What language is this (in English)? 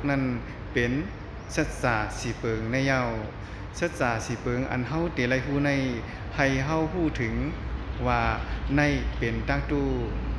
Shan